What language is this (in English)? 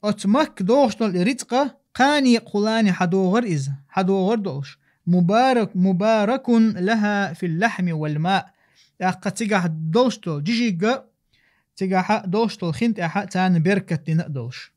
Chechen